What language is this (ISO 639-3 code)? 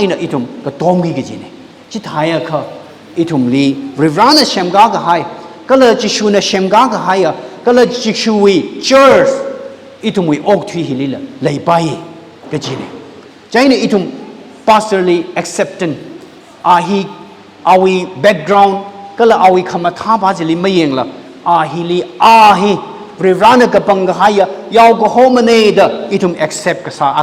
nmf